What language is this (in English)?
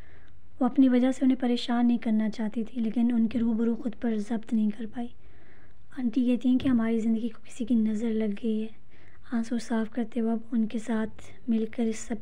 Urdu